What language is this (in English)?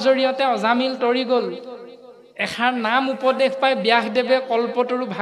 Assamese